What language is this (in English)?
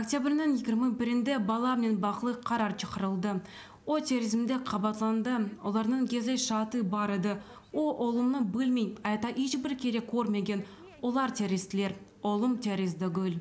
Crimean Tatar